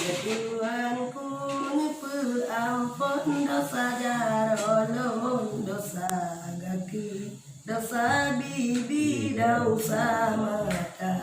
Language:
Achinese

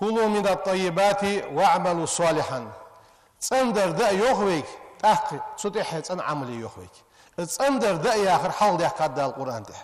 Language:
Ingush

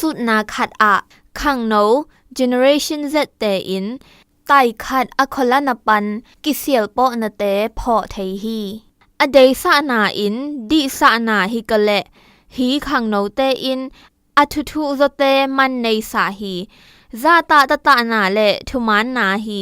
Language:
Zou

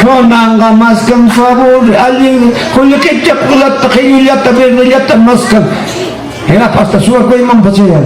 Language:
Ayacucho Quechua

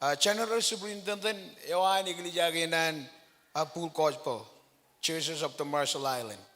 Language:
Marshallese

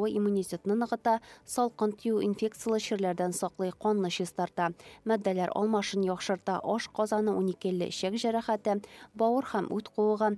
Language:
Tatar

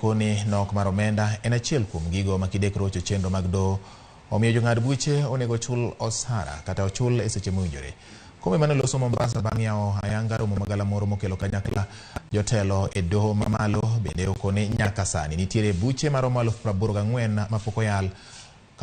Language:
Luo (Kenya and Tanzania)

